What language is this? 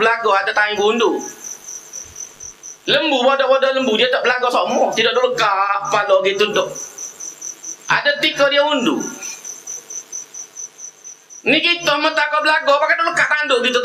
Malay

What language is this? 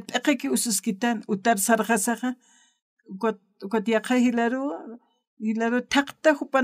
Aymara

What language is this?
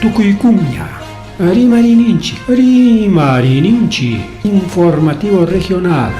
Ayacucho Quechua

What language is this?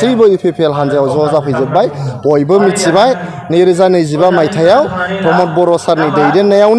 Bodo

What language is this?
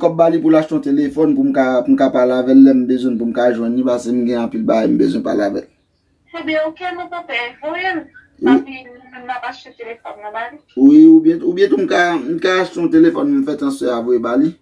Haitian Creole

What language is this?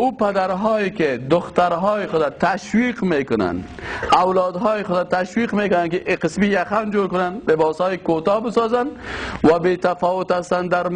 Persian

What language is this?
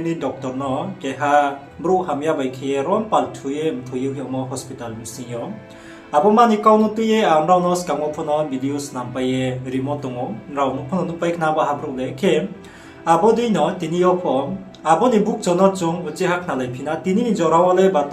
Riang (India)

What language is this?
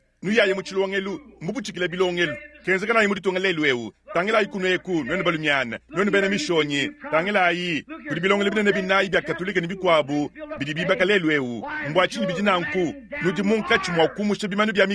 Luba-Lulua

